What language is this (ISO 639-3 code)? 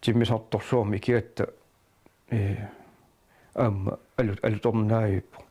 kal